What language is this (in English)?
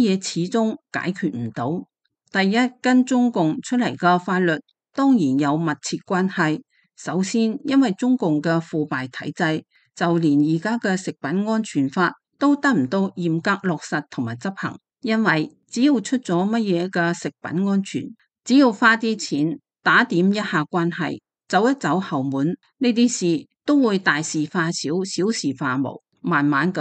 Cantonese